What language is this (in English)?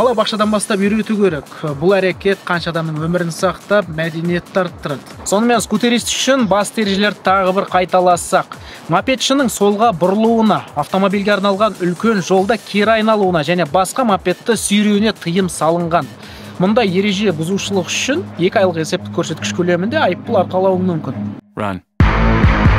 Kazakh